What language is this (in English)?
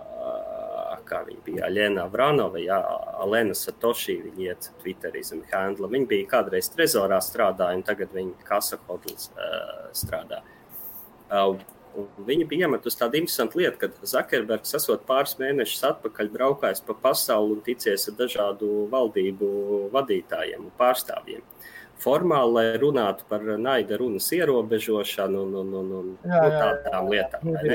Latvian